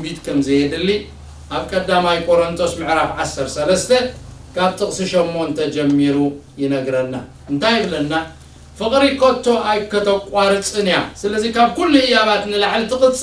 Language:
Tigrinya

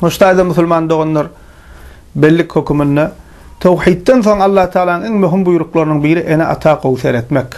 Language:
Turkmen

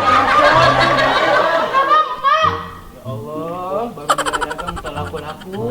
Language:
Betawi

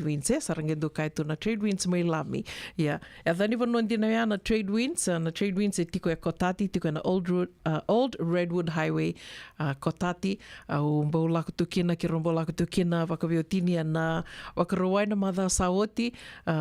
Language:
Fijian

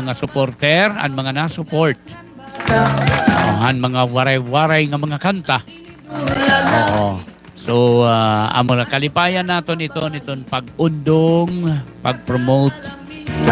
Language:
Waray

